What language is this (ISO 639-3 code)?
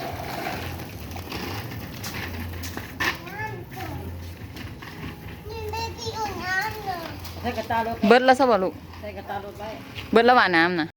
lao